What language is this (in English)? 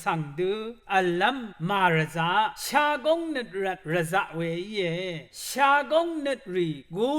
Rawang